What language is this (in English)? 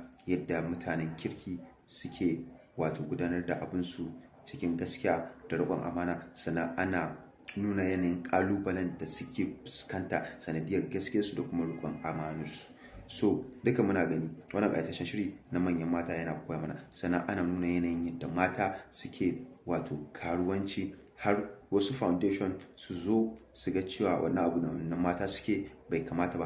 Hausa